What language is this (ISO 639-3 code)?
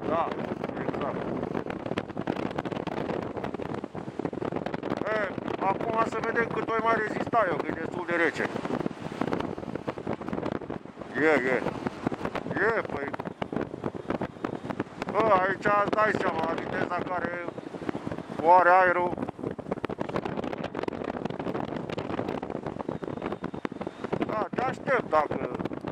ron